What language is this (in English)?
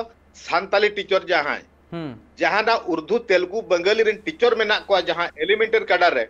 Santali